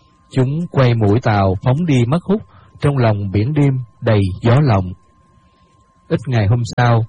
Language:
Vietnamese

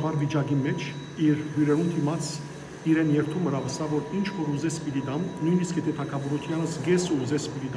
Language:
Western Armenian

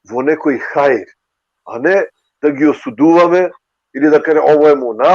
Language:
Balkan Romani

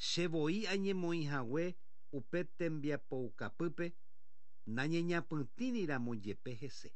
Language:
Guarani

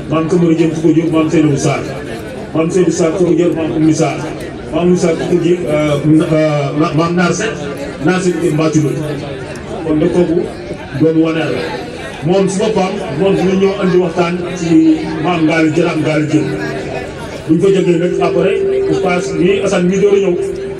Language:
Wolof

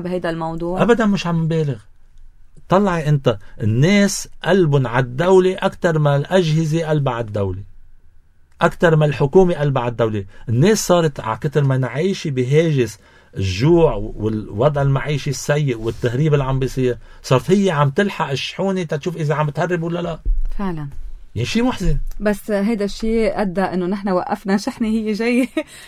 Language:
North Levantine Arabic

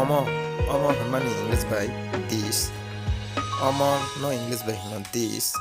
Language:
Kok Borok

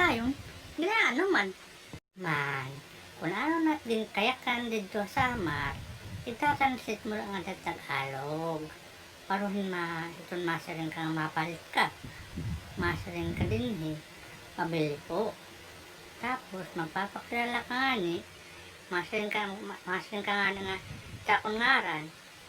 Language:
Waray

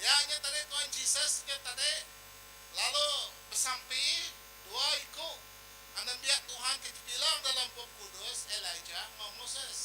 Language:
Iban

